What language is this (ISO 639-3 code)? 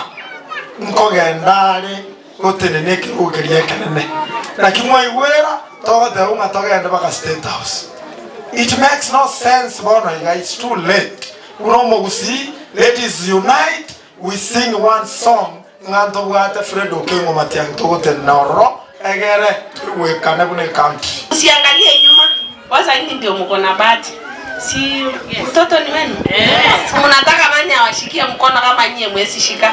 guz